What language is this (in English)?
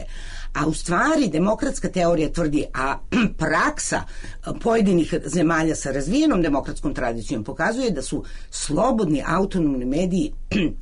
Serbian